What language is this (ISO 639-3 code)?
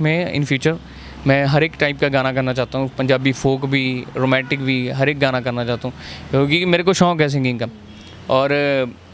hin